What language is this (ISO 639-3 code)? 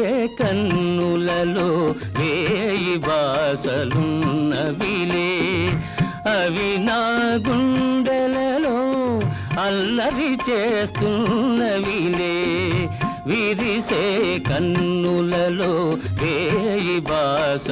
tel